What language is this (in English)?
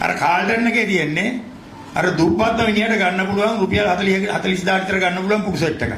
Sinhala